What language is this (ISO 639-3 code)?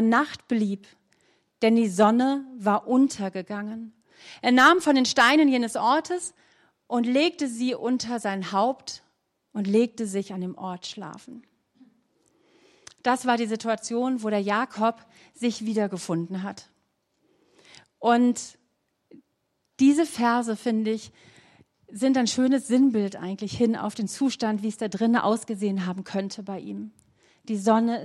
deu